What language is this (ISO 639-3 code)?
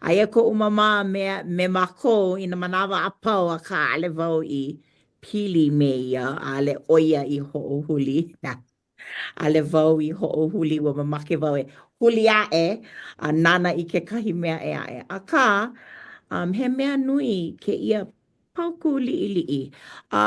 haw